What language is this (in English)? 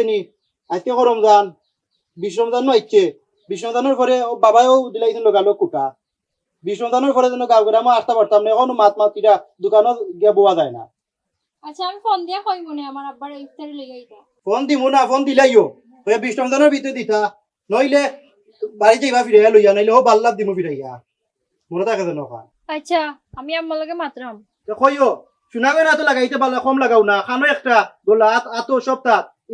Sylheti